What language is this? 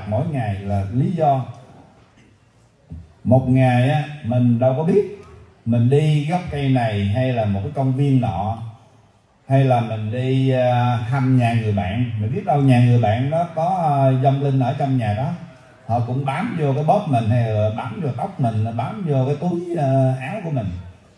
Vietnamese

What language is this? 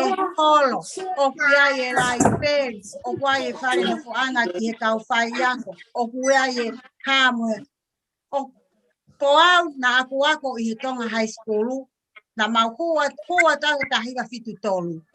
Tongan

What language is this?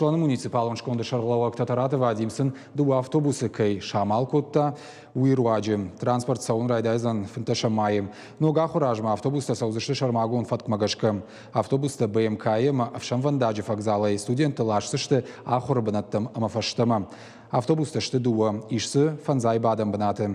Ossetic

